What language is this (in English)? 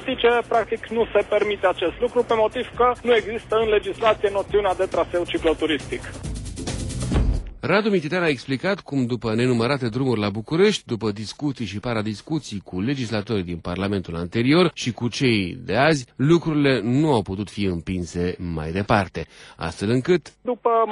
Romanian